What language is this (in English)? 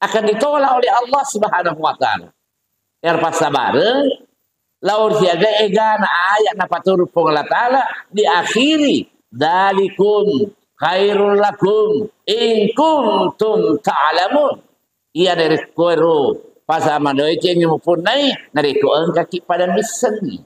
Buginese